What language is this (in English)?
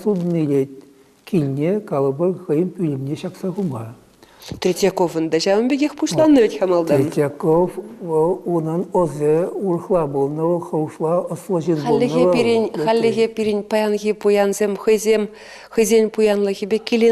Chuvash